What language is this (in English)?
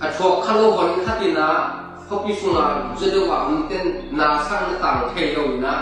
Tedim Chin